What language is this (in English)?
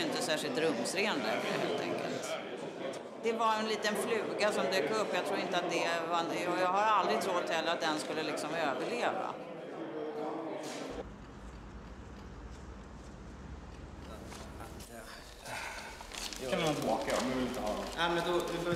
Swedish